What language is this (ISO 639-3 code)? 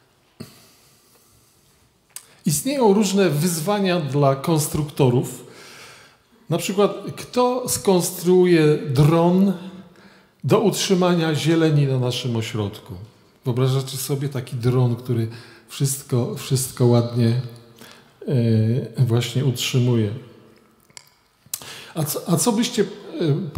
pol